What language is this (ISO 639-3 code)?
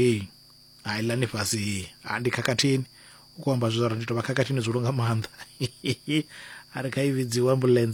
ven